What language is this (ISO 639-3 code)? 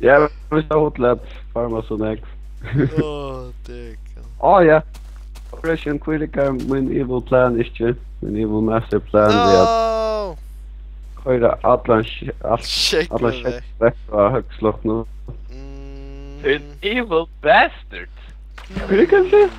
fao